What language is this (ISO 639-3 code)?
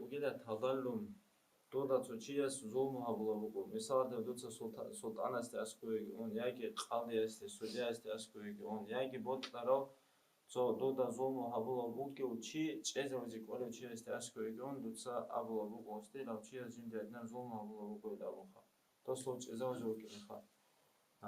ava